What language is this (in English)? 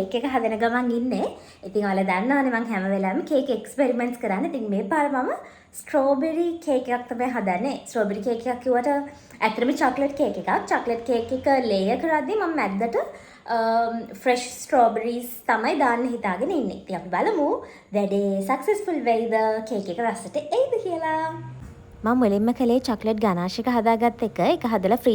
Sinhala